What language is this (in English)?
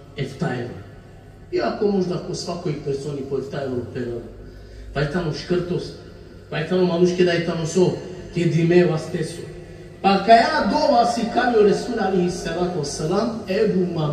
Balkan Romani